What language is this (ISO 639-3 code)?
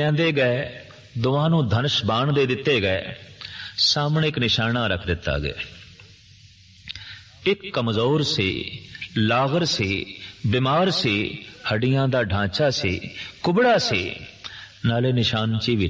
pan